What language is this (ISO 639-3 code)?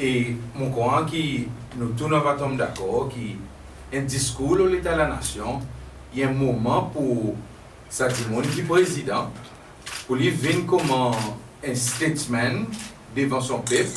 crs